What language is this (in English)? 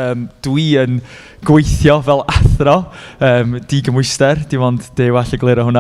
Welsh